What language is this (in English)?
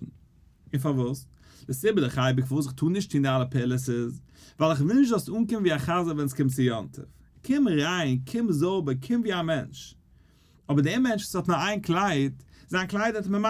Yiddish